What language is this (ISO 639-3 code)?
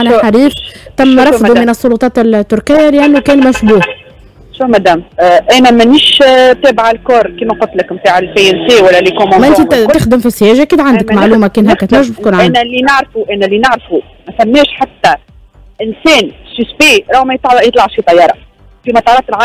aeb